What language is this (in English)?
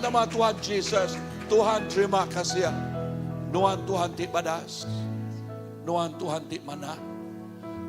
Iban